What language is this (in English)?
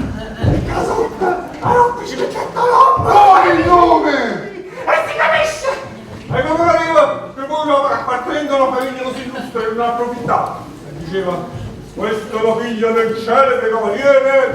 Neapolitan